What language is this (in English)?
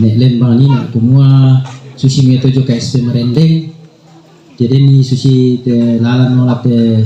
Toraja-Sa'dan